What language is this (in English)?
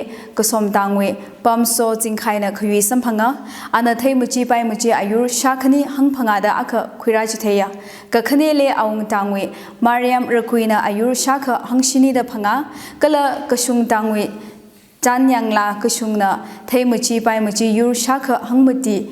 Tangkhul Naga (India)